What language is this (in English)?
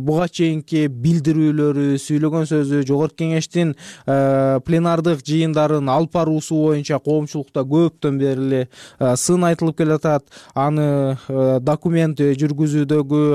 Kyrgyz